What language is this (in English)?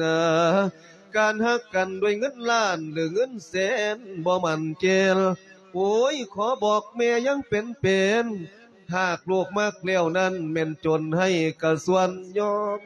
Lao